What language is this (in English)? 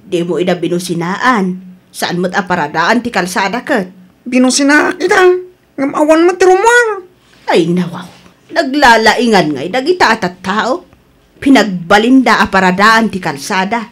Iloko